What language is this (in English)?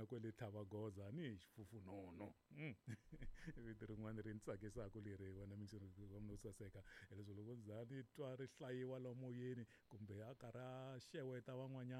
Tsonga